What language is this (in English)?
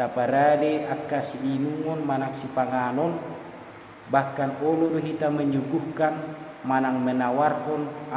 Batak Toba